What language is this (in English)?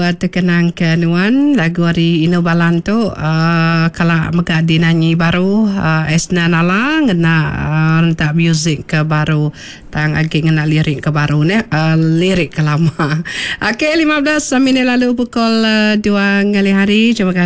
Iban